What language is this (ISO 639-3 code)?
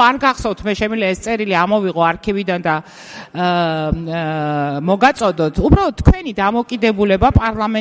kat